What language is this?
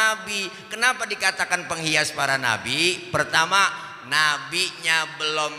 Betawi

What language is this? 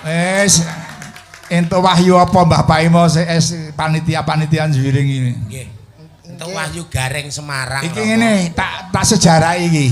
Javanese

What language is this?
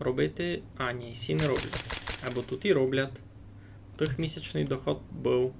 Rusyn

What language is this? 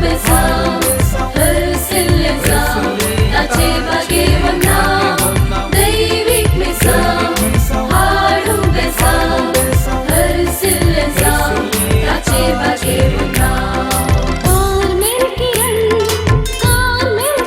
Konkani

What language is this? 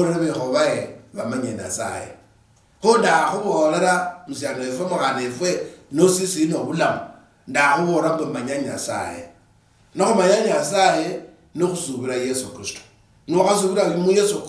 Luyia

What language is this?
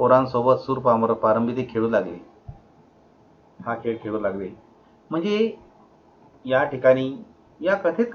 Marathi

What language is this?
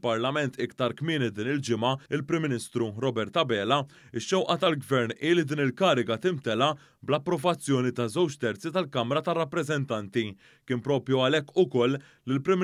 Maltese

